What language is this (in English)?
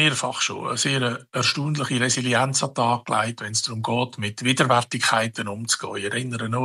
Swiss German